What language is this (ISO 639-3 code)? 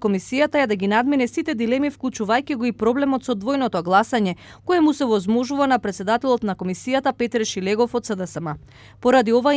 mkd